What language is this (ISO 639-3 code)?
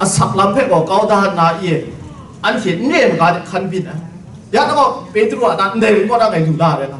kac